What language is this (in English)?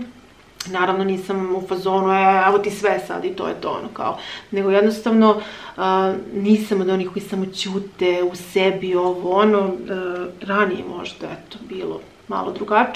Serbian